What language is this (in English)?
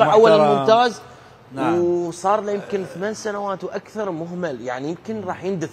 Mesopotamian Arabic